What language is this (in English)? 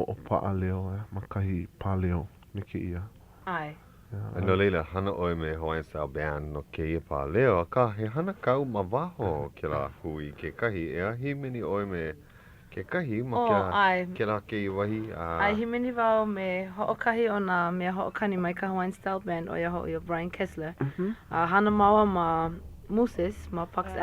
Hawaiian